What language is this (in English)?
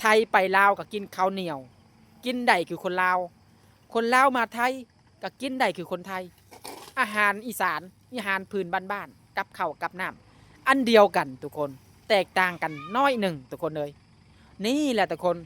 Lao